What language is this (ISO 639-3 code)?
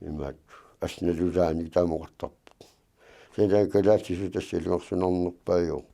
kal